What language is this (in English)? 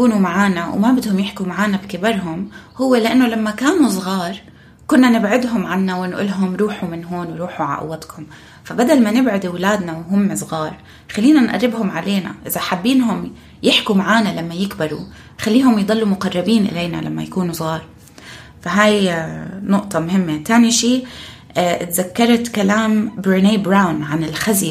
North Levantine Arabic